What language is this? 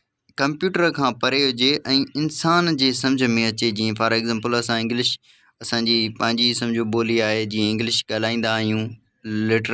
Sindhi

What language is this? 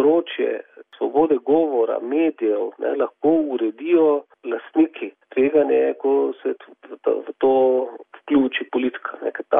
Slovenian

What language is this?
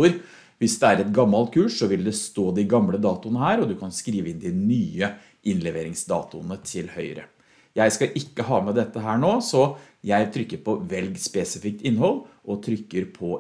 Norwegian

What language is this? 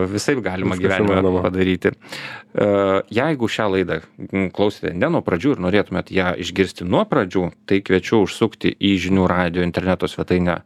Lithuanian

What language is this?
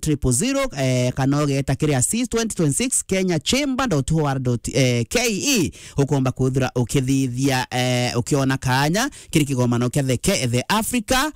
Meru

